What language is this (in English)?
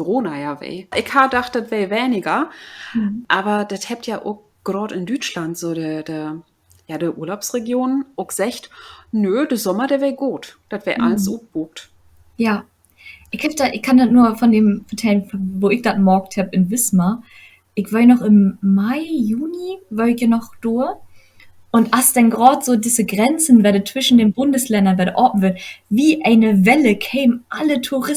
Low German